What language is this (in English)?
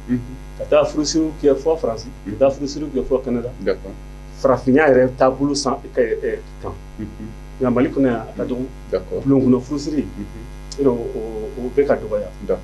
Bambara